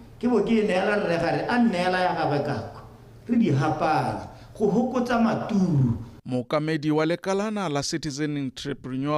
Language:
Tswana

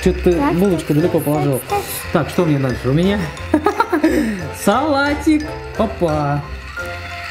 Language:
Russian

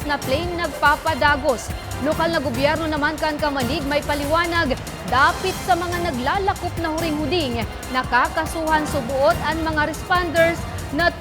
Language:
Bikol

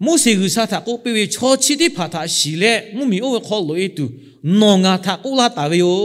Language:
Lahu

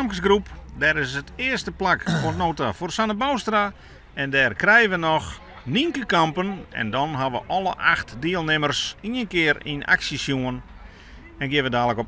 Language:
Western Frisian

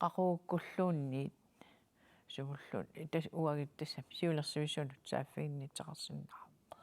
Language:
Kalaallisut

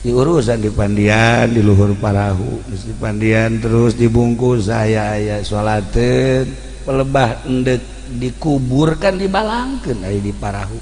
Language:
Sundanese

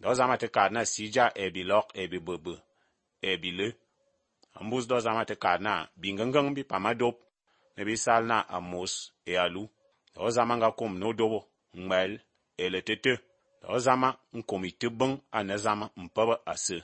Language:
Albanian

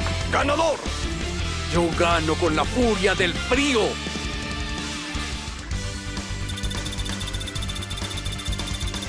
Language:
Spanish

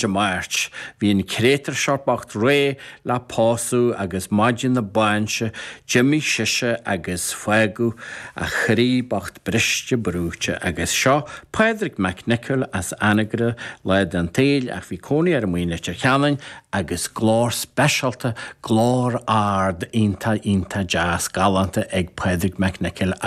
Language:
Irish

